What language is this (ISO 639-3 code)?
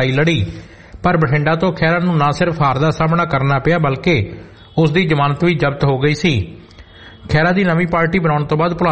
pan